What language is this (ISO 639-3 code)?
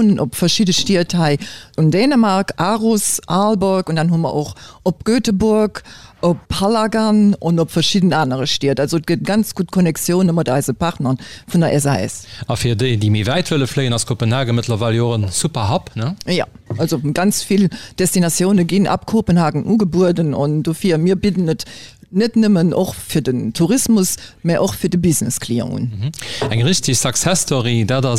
ltz